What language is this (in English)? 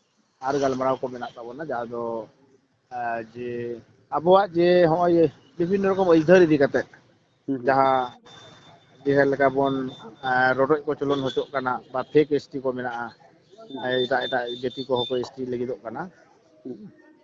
Santali